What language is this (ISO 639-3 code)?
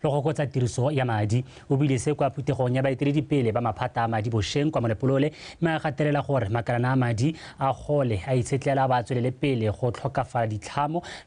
tsn